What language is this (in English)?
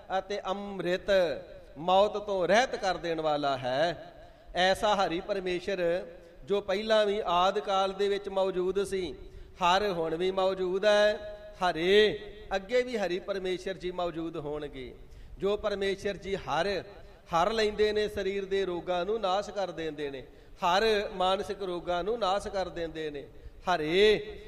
Punjabi